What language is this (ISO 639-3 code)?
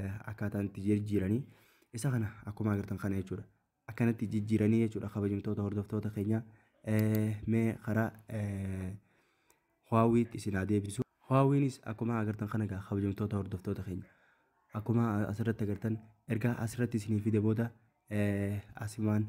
orm